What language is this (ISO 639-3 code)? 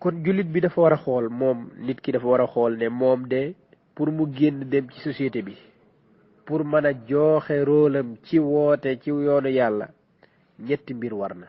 wol